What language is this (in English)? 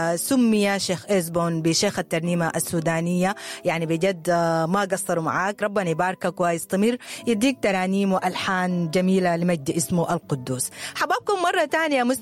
Sudanese Arabic